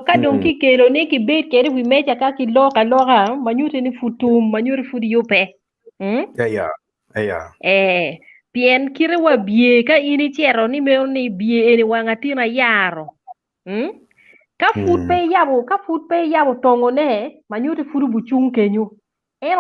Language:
Acoli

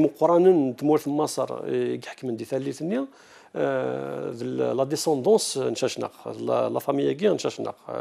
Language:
Kabyle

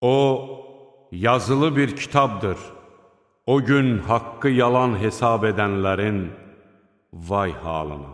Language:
Azerbaijani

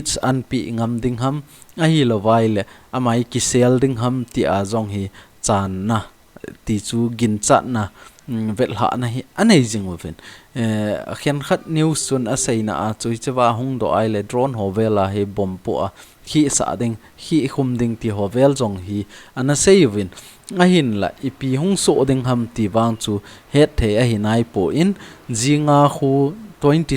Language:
Thado Chin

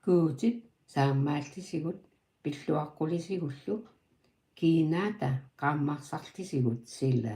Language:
Kalaallisut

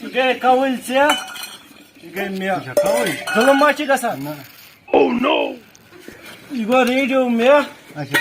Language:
Kashmiri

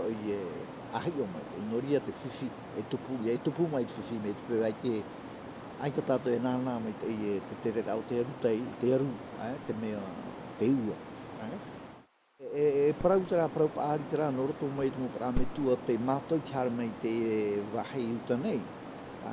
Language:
Tahitian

